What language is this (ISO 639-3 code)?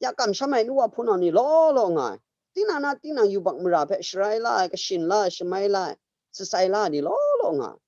kac